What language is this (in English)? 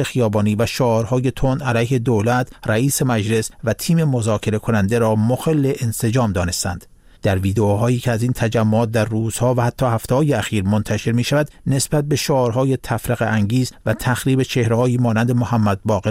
Persian